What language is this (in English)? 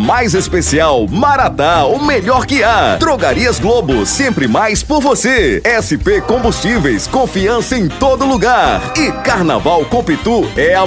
Portuguese